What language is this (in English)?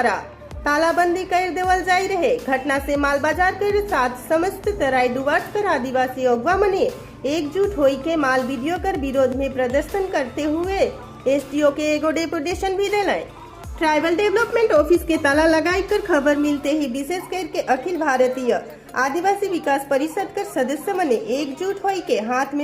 Sadri